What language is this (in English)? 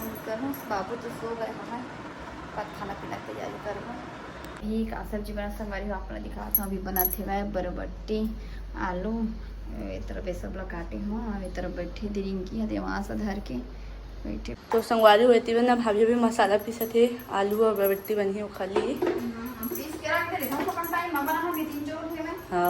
Chhattisgarhi